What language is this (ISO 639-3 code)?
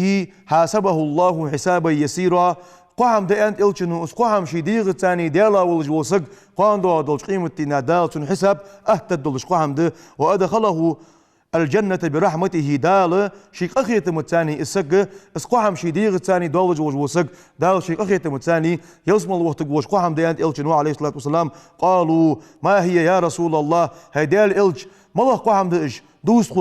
inh